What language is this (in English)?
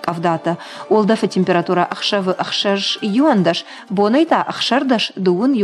Ossetic